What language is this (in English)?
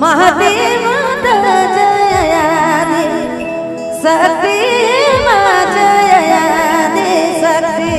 Sadri